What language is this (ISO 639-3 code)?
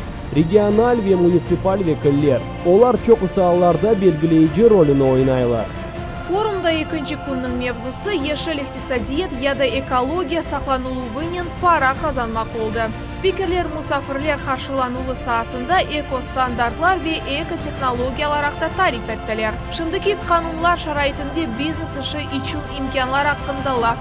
crh